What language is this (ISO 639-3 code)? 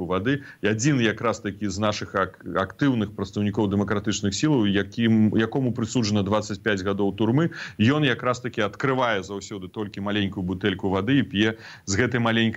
bel